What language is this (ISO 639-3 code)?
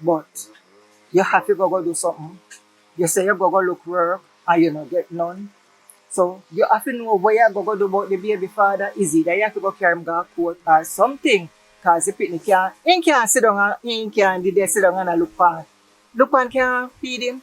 jam